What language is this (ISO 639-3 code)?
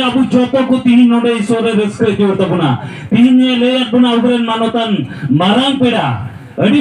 sat